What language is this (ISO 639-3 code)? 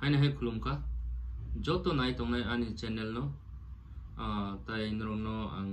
trp